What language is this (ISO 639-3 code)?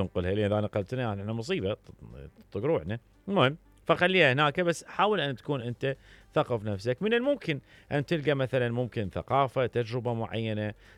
acm